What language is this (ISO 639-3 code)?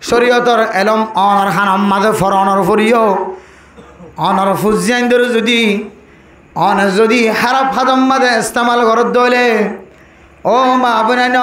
rhg